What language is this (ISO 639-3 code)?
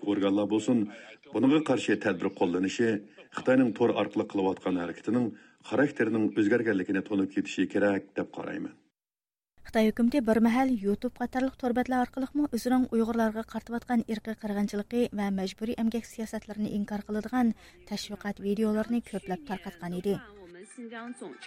uig